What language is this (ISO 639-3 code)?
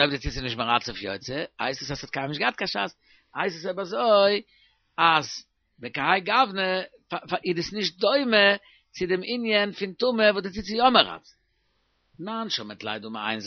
yid